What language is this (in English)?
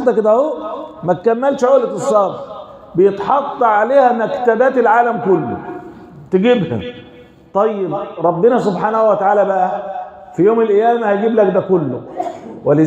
Egyptian Arabic